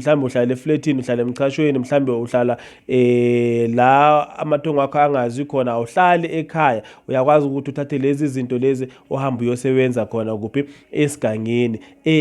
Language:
Zulu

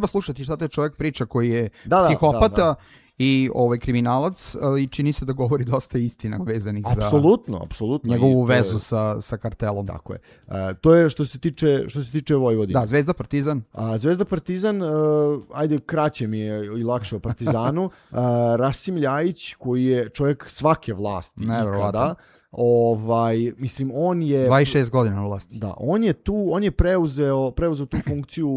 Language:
Serbian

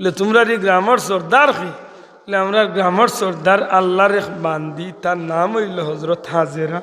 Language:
Sylheti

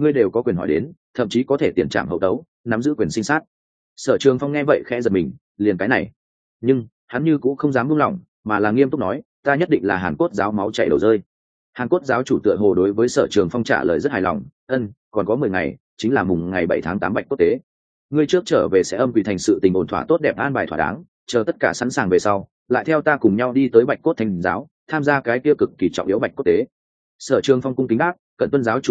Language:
Vietnamese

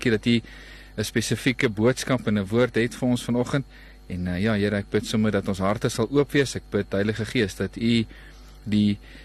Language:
Afrikaans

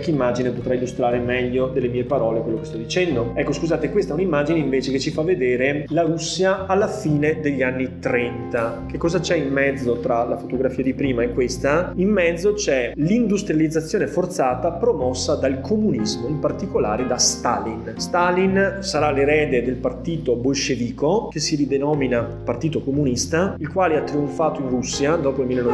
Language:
Italian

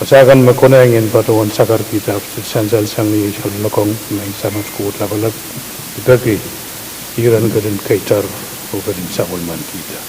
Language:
Pohnpeian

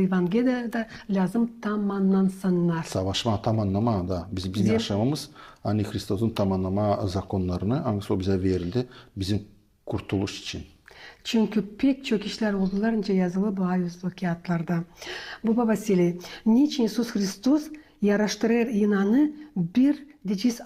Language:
Gagauz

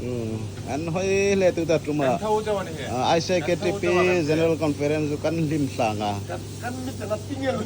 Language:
Hmar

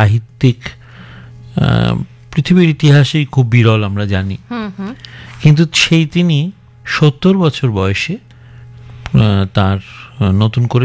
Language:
Bangla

